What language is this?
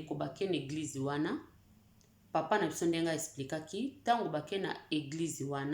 Lingala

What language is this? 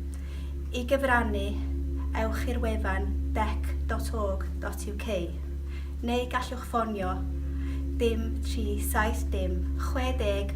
Welsh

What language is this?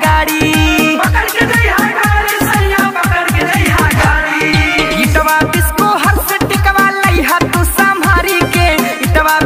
Bhojpuri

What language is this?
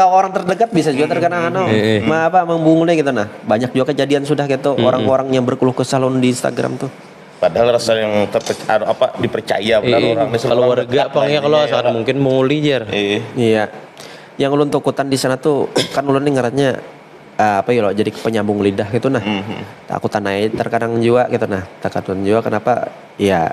Banjar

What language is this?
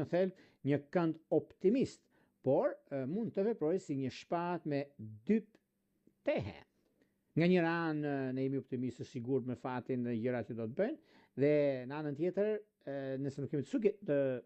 Albanian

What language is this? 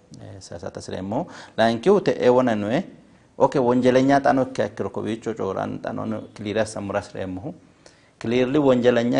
Sidamo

